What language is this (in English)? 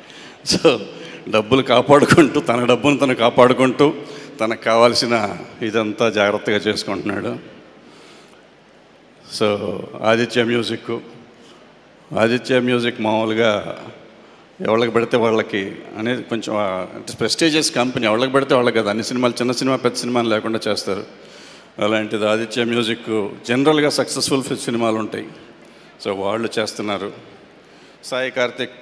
Telugu